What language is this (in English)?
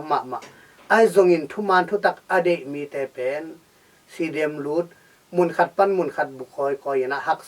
Tedim Chin